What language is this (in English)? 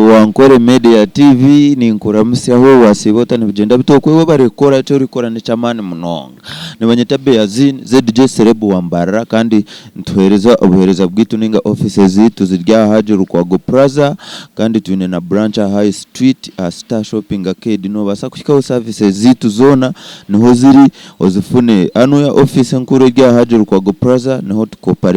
Nyankole